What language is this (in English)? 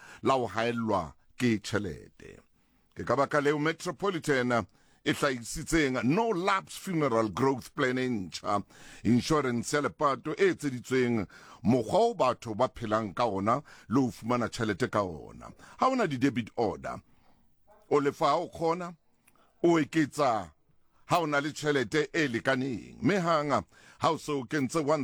Southern Sotho